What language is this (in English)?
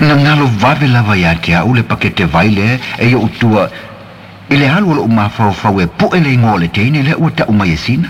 Samoan